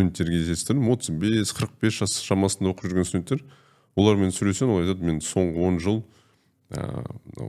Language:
Kazakh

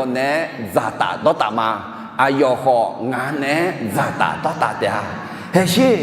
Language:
Akha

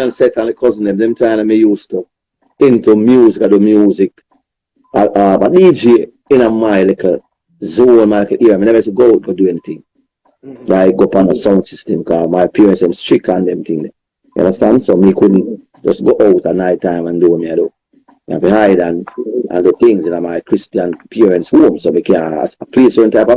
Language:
Jamaican Creole English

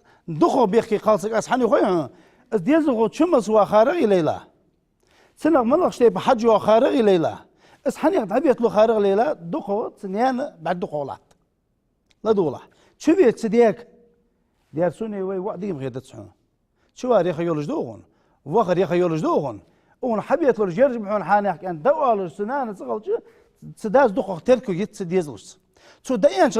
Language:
Ingush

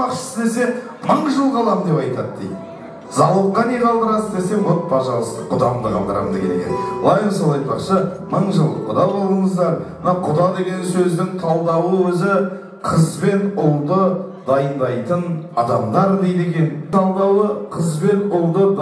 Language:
Kazakh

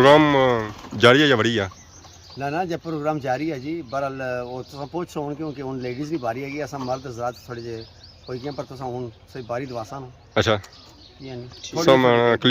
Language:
Pahari-Potwari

